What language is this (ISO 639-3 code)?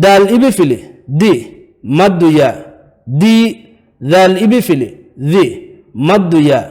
div